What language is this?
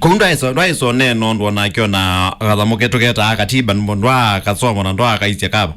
Kamba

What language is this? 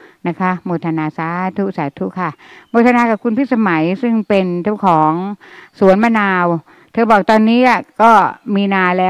Thai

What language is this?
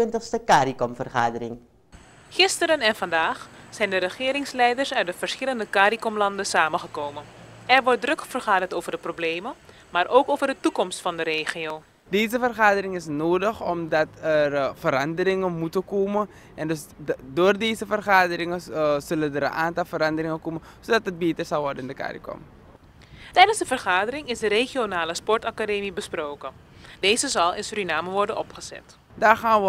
Dutch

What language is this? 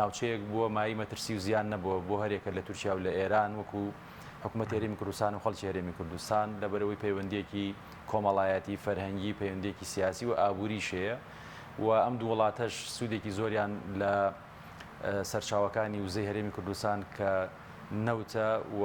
Central Kurdish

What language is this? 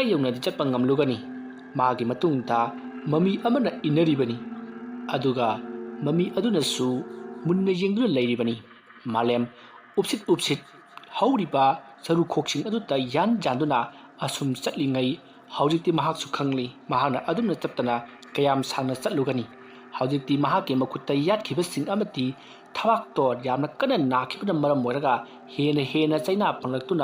Manipuri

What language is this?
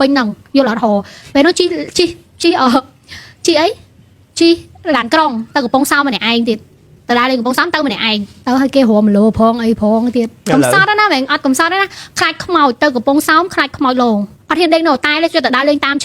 Khmer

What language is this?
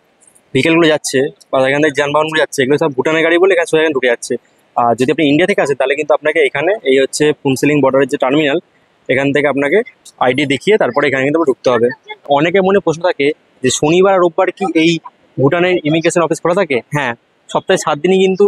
Bangla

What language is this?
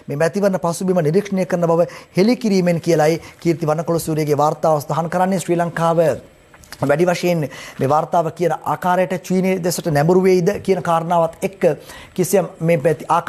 Sinhala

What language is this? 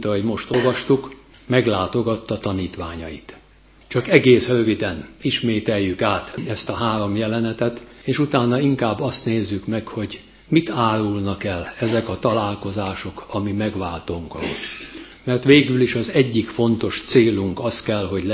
Hungarian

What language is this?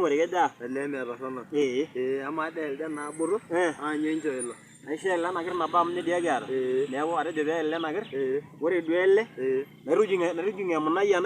Masai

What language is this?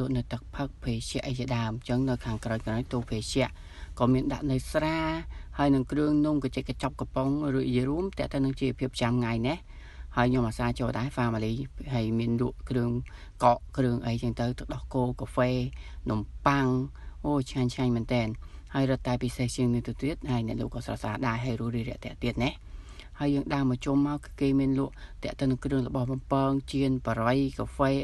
Khmer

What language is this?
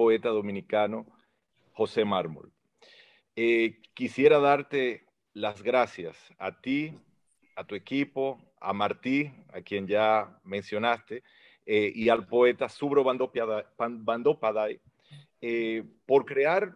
Spanish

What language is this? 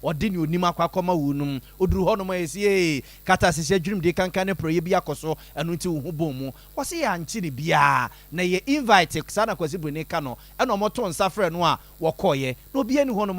Akan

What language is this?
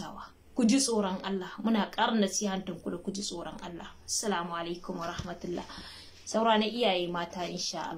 Hausa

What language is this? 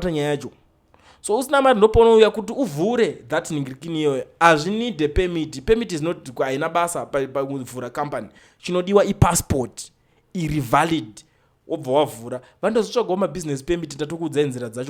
Shona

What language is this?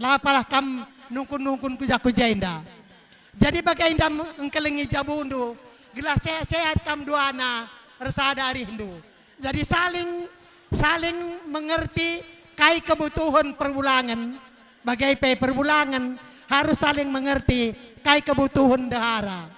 Batak Karo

